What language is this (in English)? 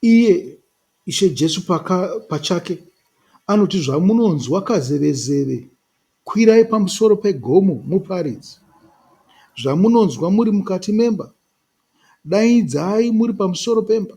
Shona